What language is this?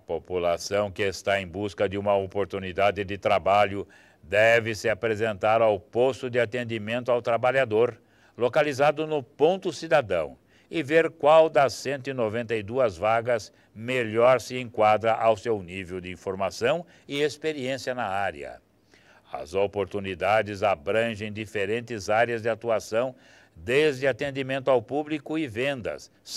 Portuguese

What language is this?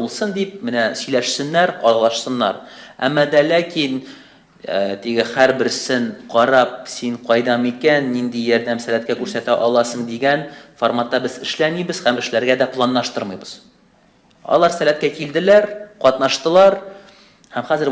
Tatar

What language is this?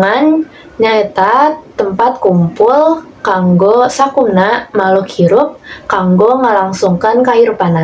Sundanese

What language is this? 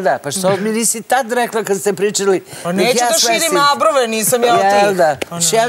Serbian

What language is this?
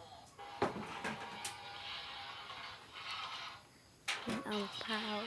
Lao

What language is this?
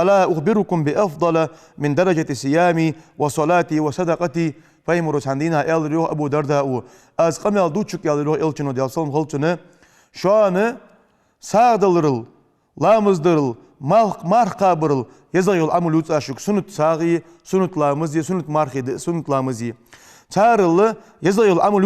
Ingush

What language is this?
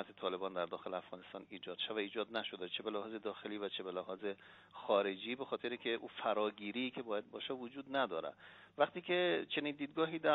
Persian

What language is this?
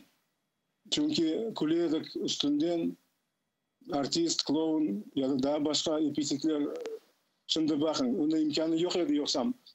Crimean Tatar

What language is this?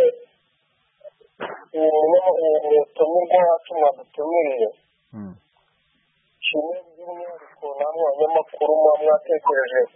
Kinyarwanda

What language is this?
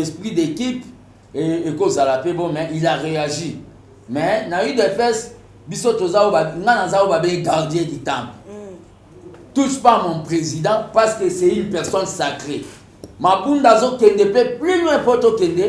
Lingala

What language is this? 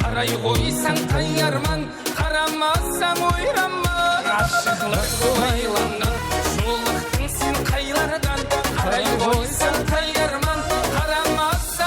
Kara-Kalpak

